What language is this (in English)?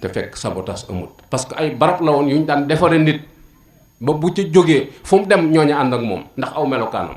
Wolof